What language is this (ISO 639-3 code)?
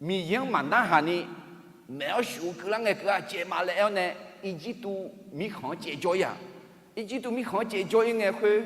ahk